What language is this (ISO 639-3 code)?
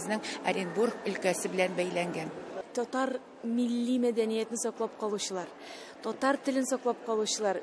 tat